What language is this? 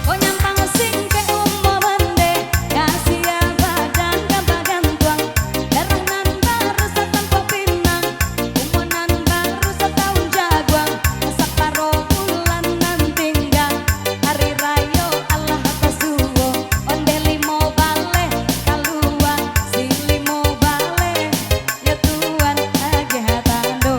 Minangkabau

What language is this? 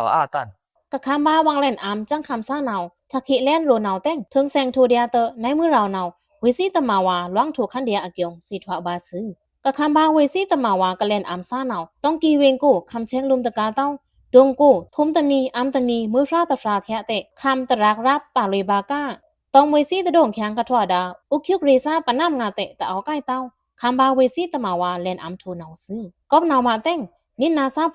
Pa'o Karen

